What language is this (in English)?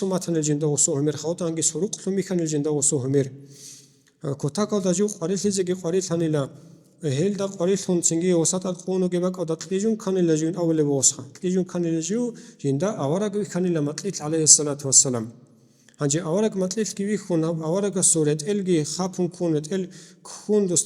Avaric